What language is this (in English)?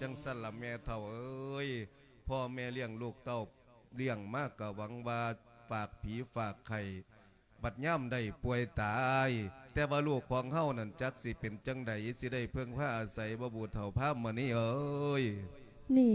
Lao